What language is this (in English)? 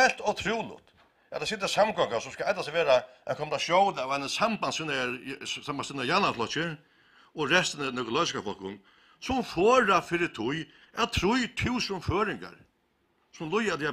Faroese